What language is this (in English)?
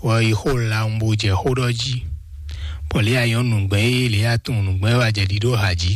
Fon